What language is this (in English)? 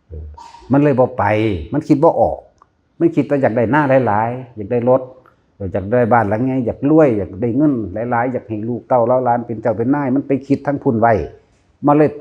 Northeastern Thai